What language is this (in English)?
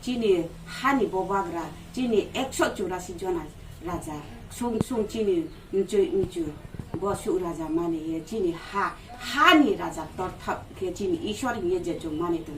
Riang (India)